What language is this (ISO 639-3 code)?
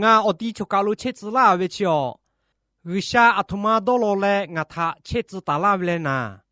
lhu